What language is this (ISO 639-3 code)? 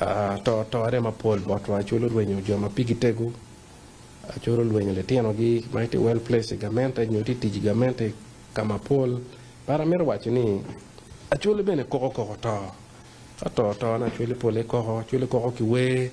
ach